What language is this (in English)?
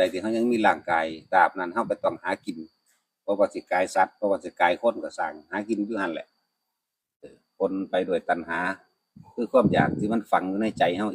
Northeastern Thai